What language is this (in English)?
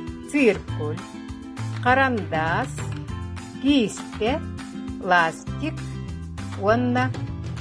Yakut